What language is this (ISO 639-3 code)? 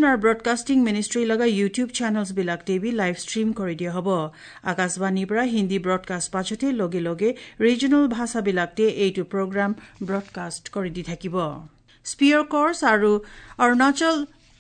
asm